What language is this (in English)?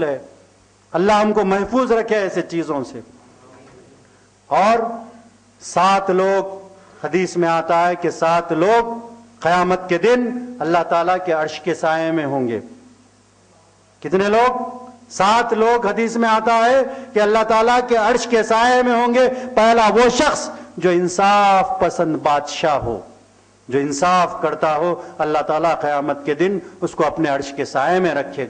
Urdu